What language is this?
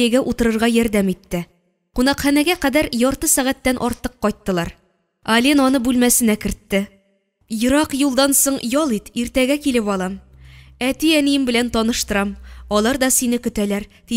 Tatar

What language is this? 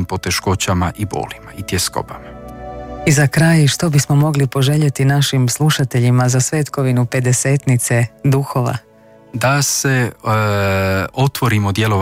Croatian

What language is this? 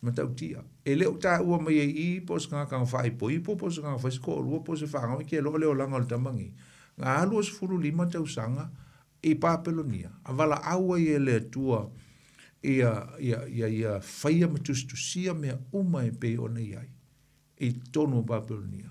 Samoan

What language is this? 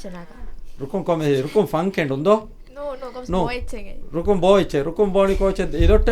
Divehi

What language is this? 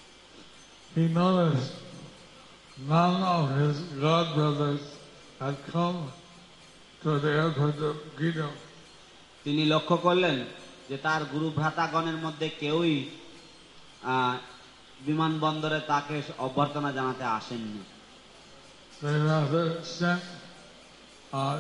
Bangla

